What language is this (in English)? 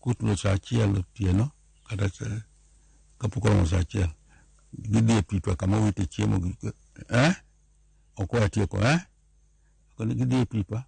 Luo (Kenya and Tanzania)